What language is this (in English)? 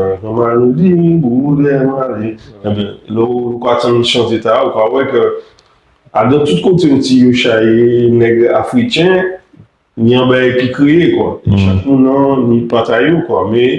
Guadeloupean Creole French